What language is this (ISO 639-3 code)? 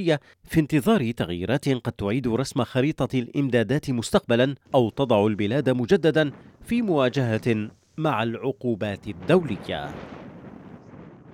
ara